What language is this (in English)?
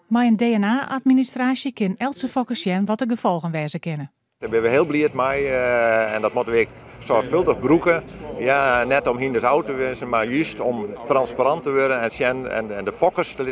Western Frisian